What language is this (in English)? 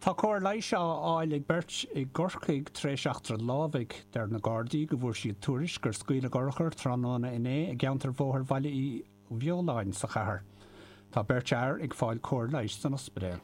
Irish